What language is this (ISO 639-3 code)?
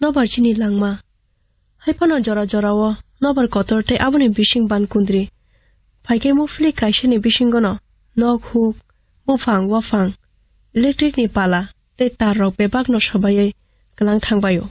trp